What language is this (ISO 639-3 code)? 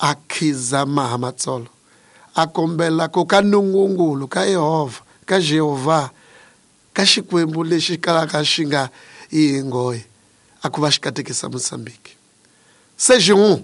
tso